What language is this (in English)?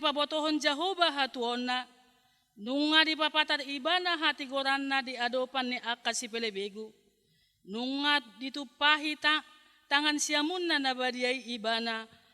Batak Toba